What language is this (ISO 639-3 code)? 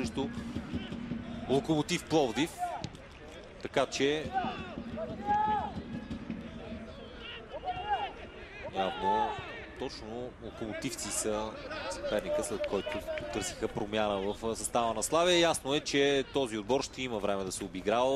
bul